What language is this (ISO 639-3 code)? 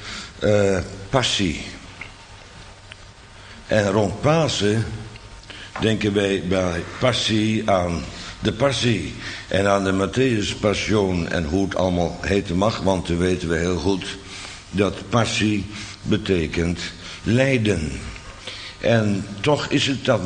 nld